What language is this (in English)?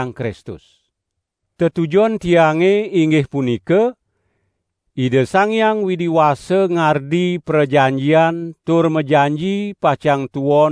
Balinese